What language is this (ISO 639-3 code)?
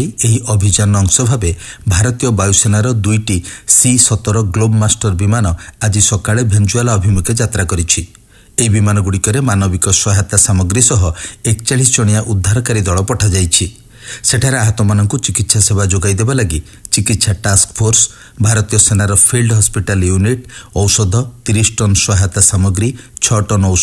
ori